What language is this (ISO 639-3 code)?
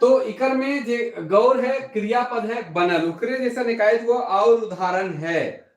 sck